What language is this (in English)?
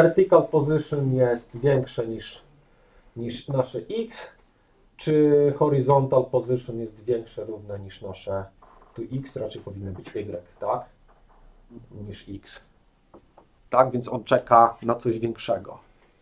Polish